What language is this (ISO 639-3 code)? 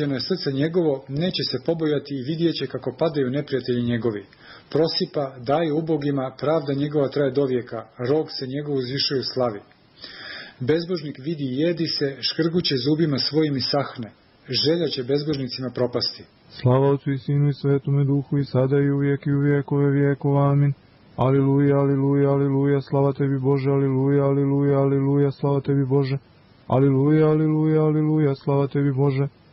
srp